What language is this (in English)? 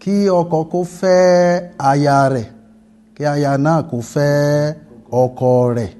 Yoruba